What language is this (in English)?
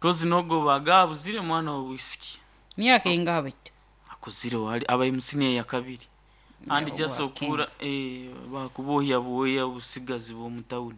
Nyankole